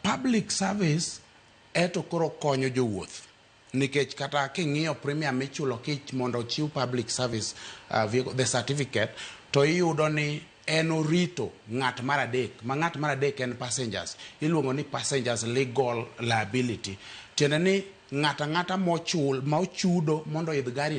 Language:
Luo (Kenya and Tanzania)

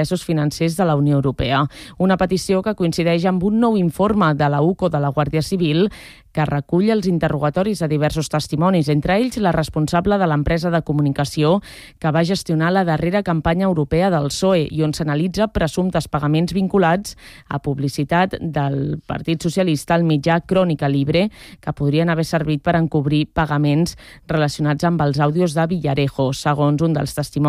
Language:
Catalan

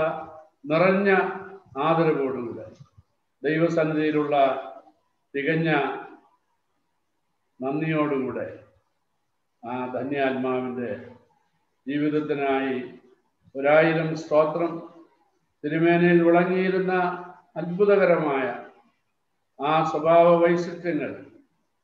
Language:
Malayalam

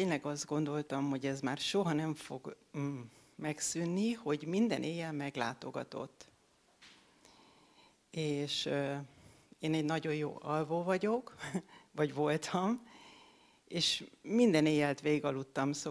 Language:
Hungarian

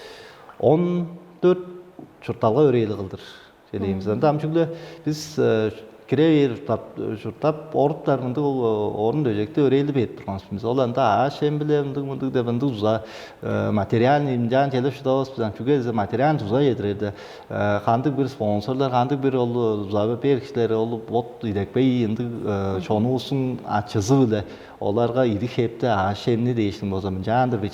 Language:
Tuvinian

